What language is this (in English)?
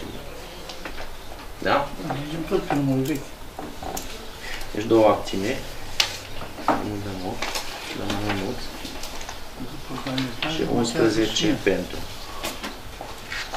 Romanian